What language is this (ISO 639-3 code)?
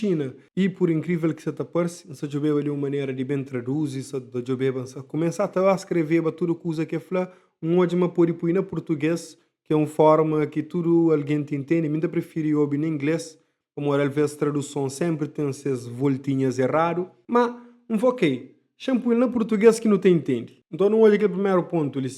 kea